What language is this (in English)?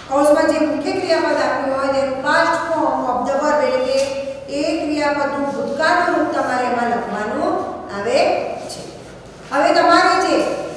Gujarati